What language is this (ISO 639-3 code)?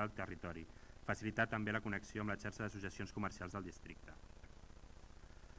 cat